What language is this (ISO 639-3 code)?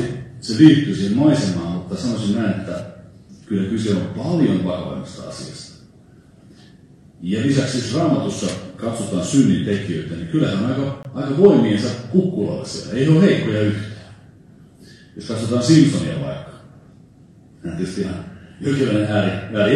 fin